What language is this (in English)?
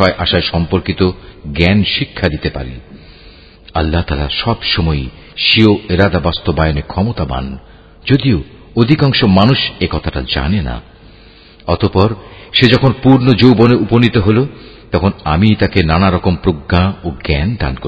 Bangla